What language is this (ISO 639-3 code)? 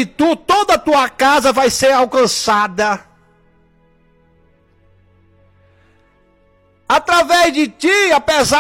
por